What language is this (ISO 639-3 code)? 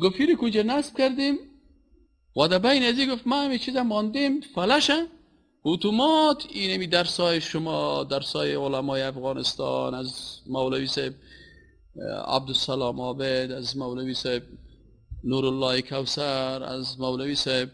fas